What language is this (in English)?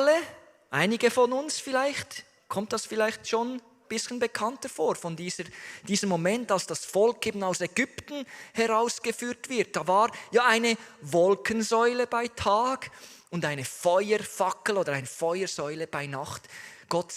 Swiss German